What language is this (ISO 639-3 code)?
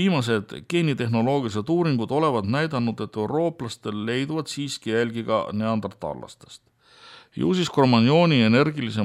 est